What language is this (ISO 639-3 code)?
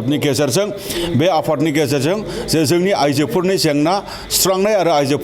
brx